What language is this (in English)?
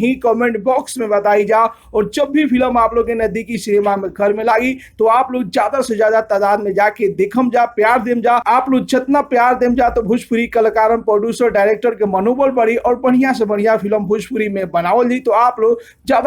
Bhojpuri